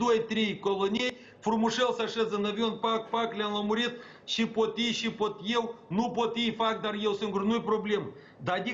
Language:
Romanian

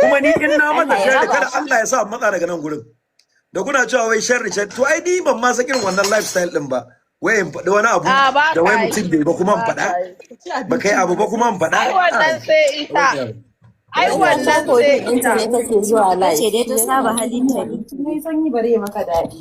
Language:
Hausa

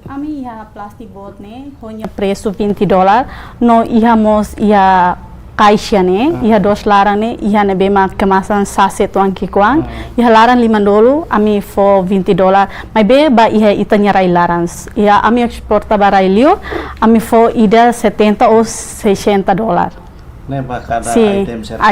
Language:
Tetum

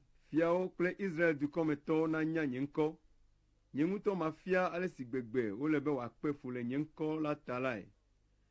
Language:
Ewe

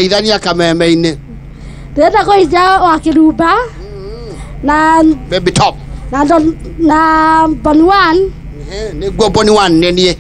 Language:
Kikuyu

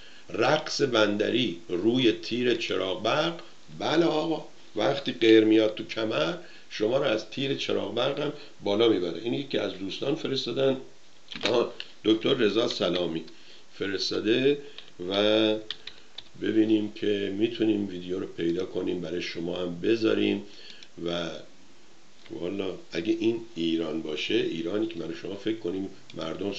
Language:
Persian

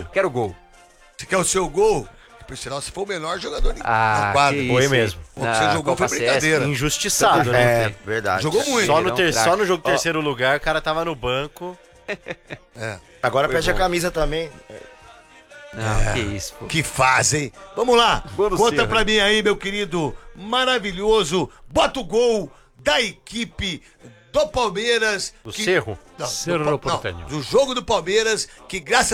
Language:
Portuguese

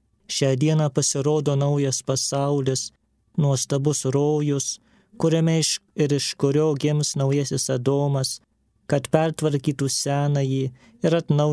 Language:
Lithuanian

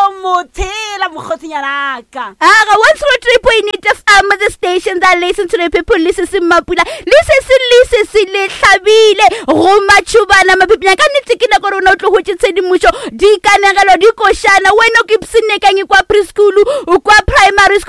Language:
Northern Sotho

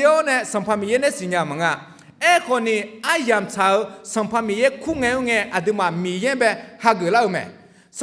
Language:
Akha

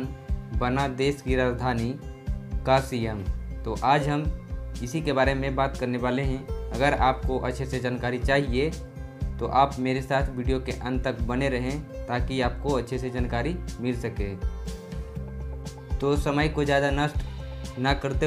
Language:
Hindi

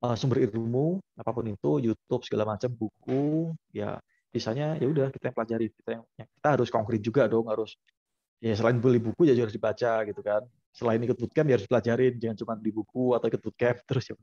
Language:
Indonesian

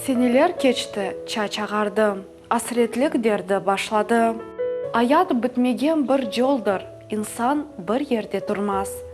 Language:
Crimean Tatar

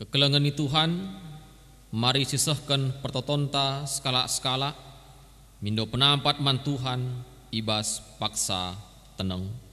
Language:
Batak Karo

